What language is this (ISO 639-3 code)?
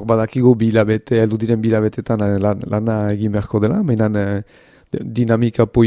eus